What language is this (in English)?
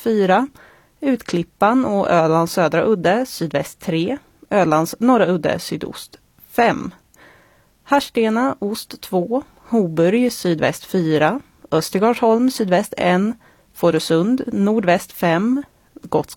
Swedish